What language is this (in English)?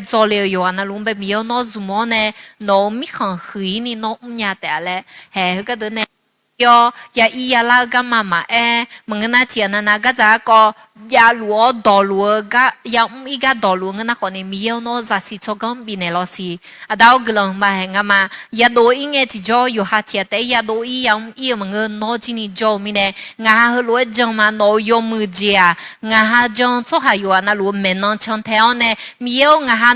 Akha